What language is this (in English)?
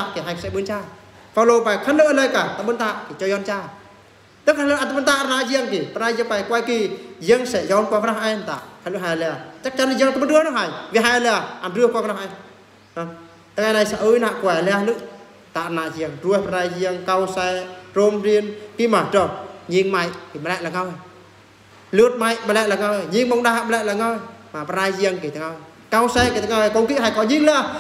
Eastern Bru